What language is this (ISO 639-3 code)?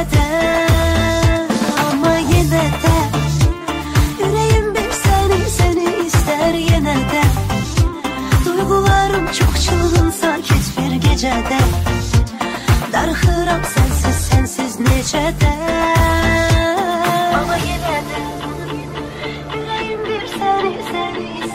tur